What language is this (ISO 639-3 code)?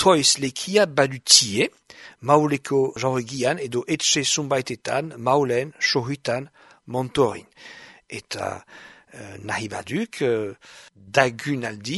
eus